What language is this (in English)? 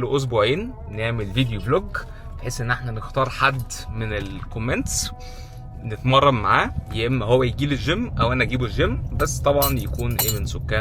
Egyptian Arabic